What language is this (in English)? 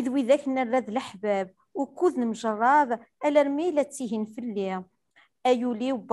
Kabyle